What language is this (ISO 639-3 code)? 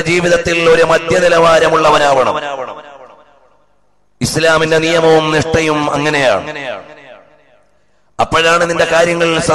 mal